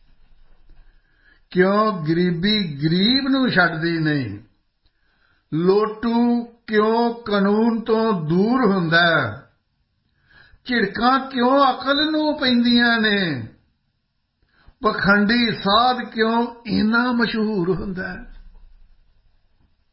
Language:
Punjabi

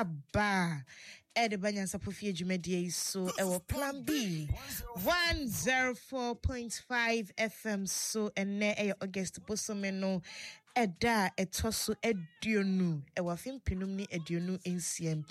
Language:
Akan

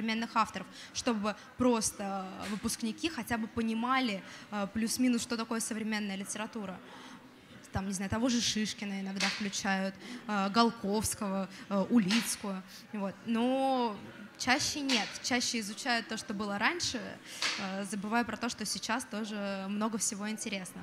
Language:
Russian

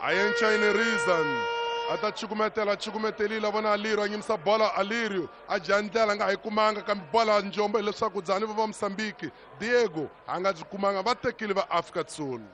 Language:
Tsonga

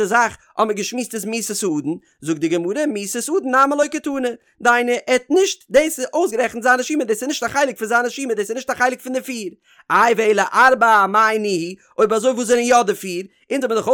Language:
Yiddish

